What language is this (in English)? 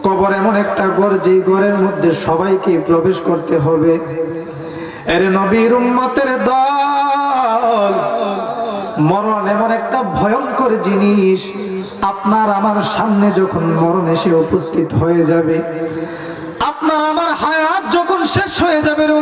Bangla